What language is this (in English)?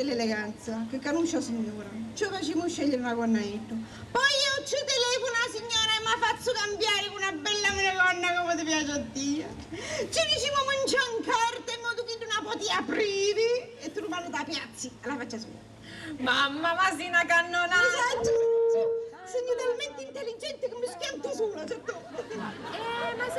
Sicilian